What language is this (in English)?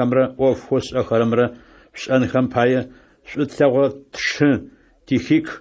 Adyghe